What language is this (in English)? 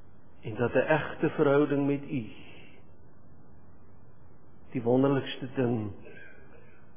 Afrikaans